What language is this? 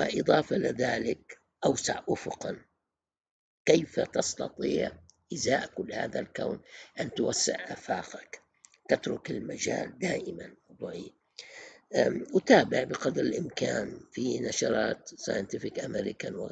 Arabic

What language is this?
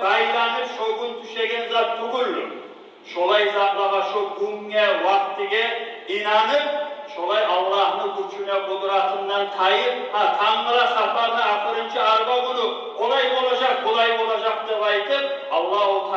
Kumyk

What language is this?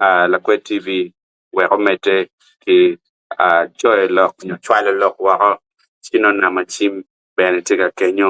Acoli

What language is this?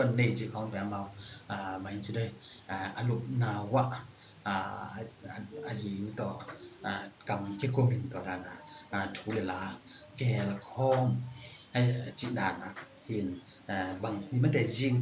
Tedim Chin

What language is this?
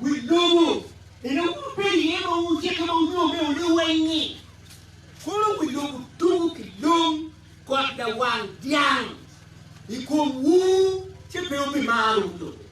Acoli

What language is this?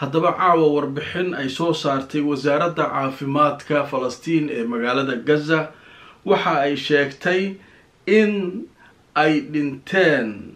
Somali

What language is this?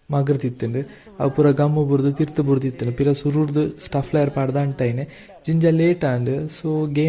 Tulu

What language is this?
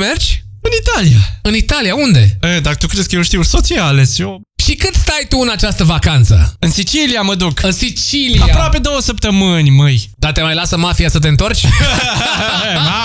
Romanian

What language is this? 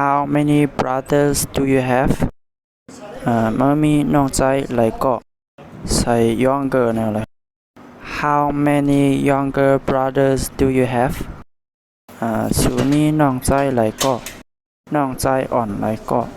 Shan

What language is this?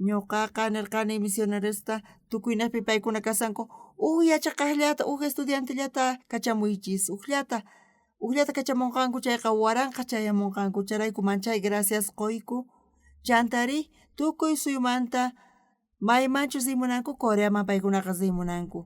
South Bolivian Quechua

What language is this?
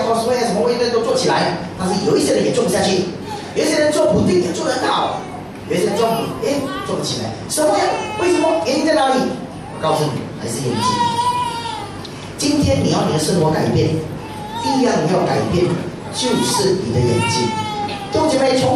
Chinese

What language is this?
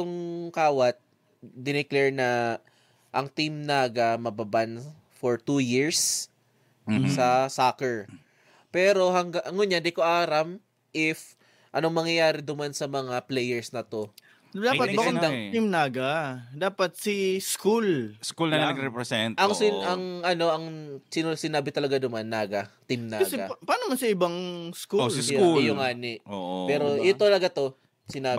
Bikol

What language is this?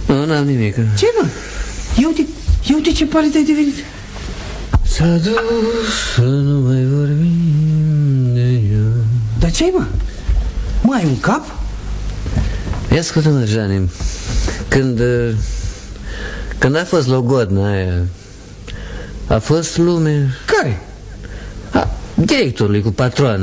Romanian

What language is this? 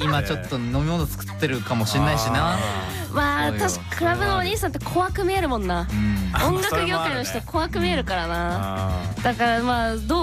Japanese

